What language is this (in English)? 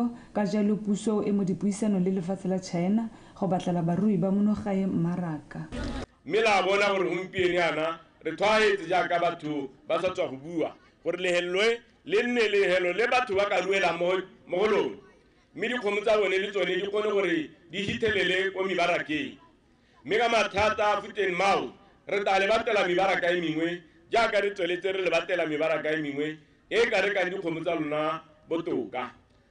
Tswana